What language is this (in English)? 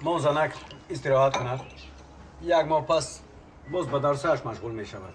Tajik